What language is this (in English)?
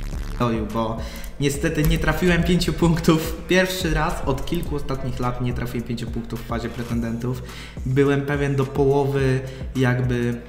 Polish